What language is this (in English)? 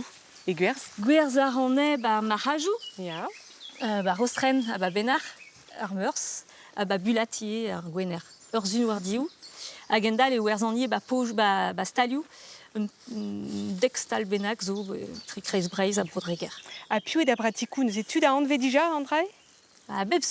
Breton